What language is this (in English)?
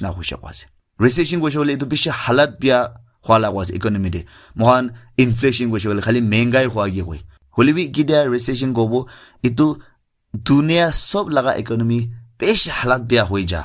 Naga Pidgin